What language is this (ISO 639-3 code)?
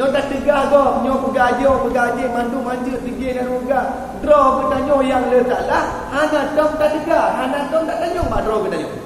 ace